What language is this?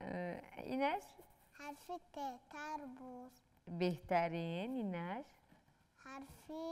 Tajik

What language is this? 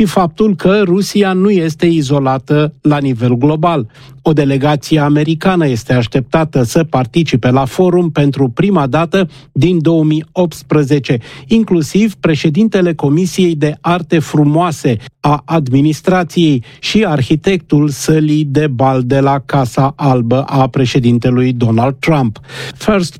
Romanian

